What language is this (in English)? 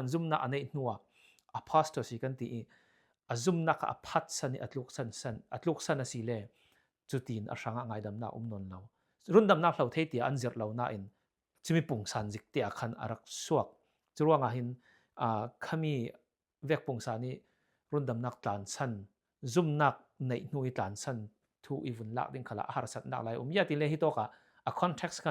Falam Chin